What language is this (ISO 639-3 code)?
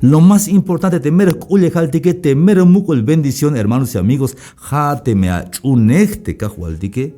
tzh